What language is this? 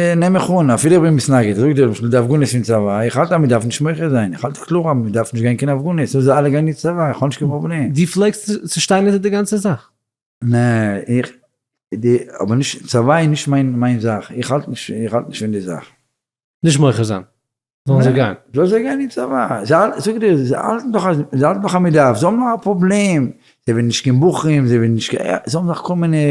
Yiddish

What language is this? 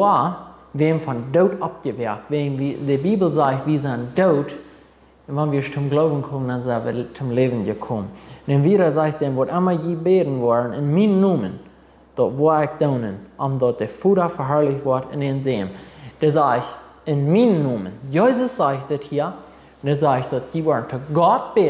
Plautdietsch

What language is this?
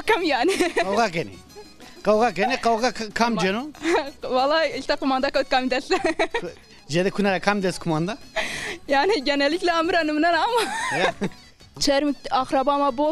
Zaza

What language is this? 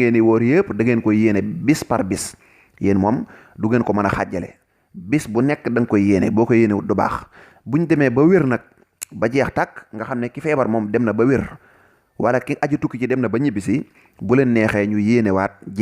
Wolof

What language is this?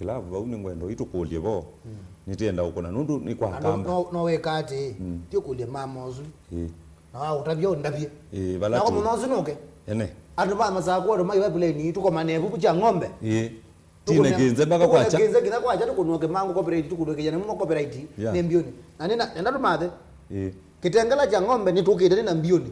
Kamba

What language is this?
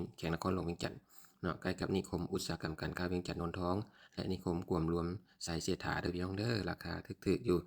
Lao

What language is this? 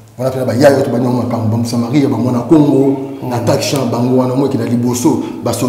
Lingala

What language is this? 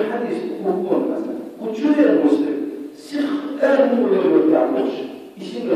Chechen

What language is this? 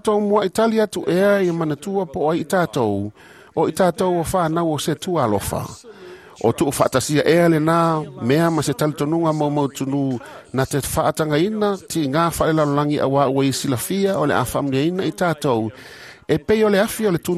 Samoan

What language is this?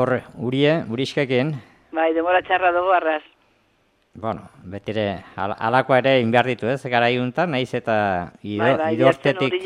Basque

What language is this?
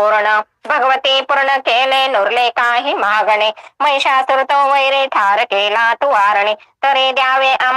Marathi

